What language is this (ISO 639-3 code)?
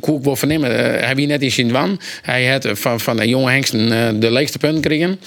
fry